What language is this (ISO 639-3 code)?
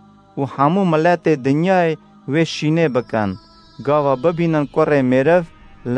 kur